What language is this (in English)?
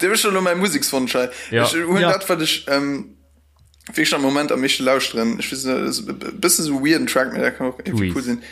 Luxembourgish